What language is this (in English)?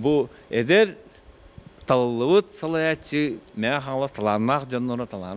Yakut